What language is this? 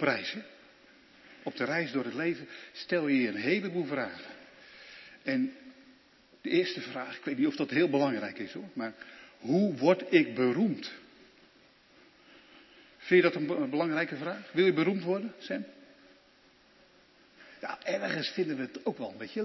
Dutch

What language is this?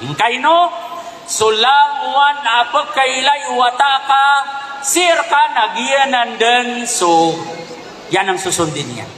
Maranao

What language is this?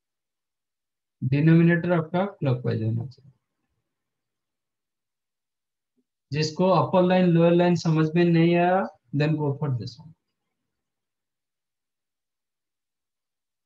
Hindi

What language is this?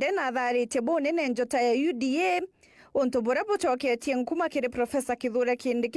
Meru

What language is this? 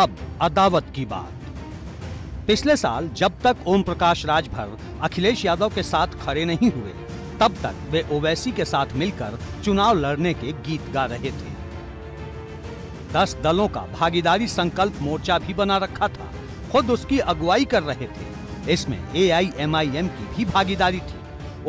Hindi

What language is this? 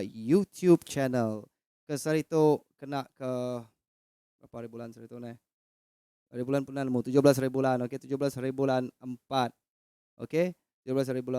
Iban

